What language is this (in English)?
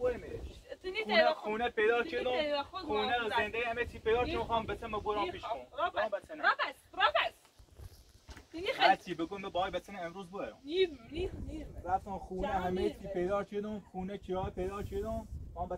Persian